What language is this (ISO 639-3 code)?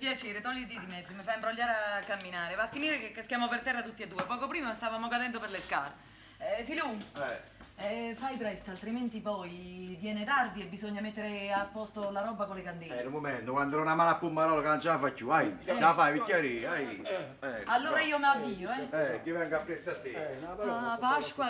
nap